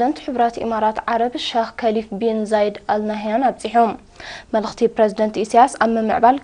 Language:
Tigrinya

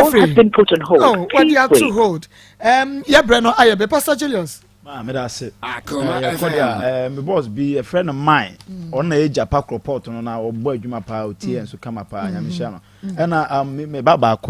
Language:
Akan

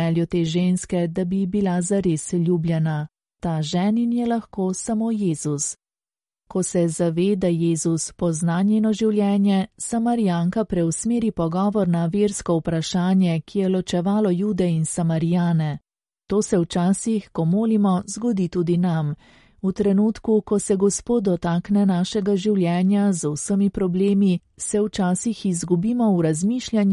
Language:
Slovenian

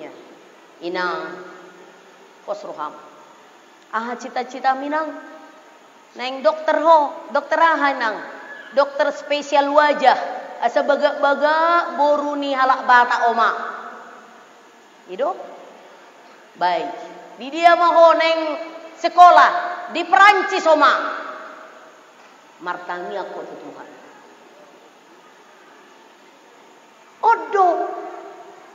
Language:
Batak Toba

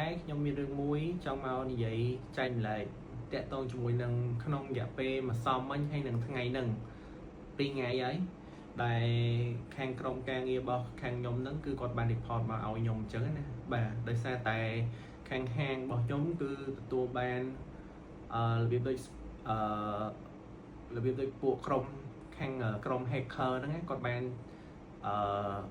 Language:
Khmer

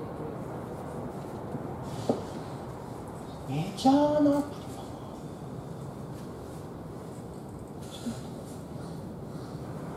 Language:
Japanese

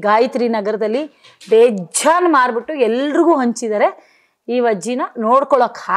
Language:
Kannada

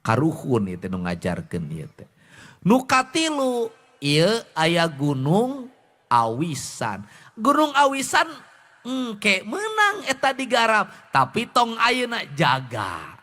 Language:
Sundanese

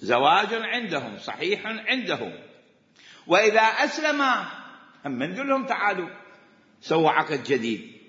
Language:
Mesopotamian Arabic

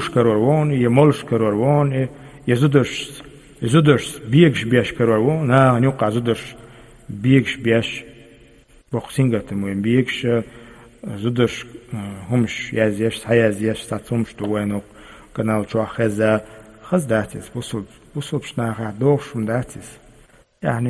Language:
Chechen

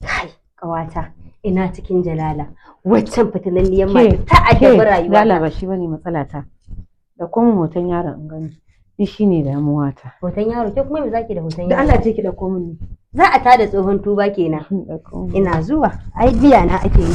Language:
Hausa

